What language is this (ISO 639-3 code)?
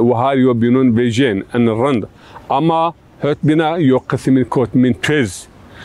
zza